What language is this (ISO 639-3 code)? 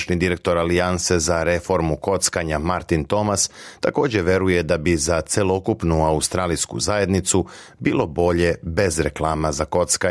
srp